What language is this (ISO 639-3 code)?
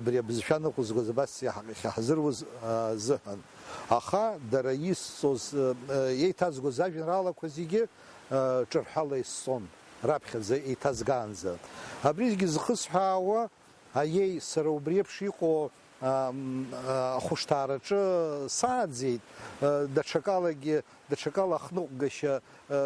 abk